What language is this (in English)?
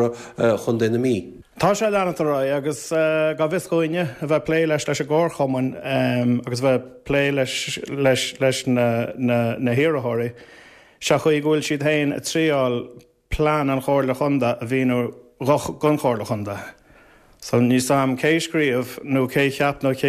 Irish